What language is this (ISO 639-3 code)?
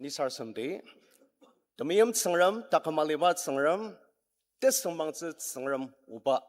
njo